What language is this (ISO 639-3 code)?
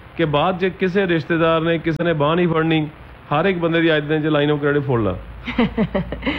pan